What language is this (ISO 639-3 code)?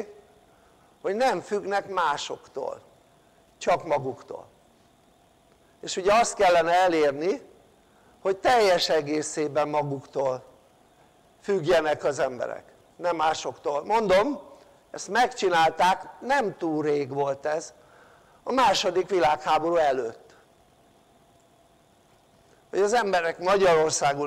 hun